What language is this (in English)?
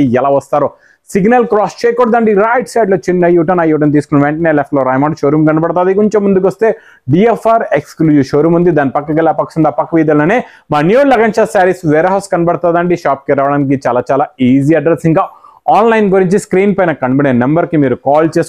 Telugu